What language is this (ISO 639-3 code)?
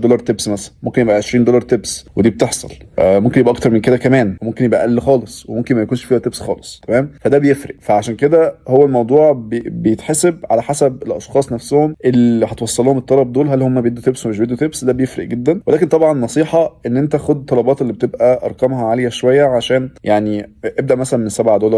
arz